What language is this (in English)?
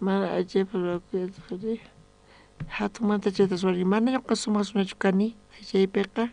South Bolivian Quechua